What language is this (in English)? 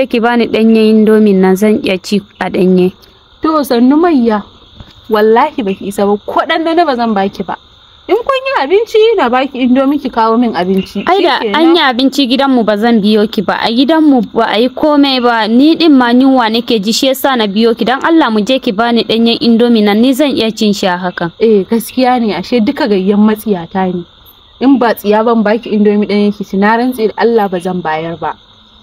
Hausa